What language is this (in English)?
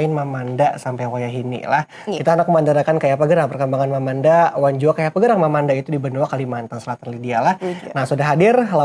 Banjar